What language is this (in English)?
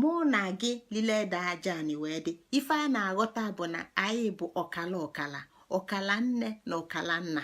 Igbo